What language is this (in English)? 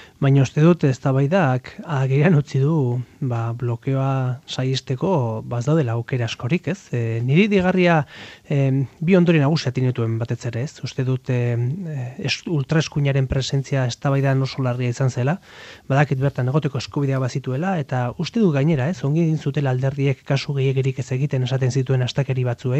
Basque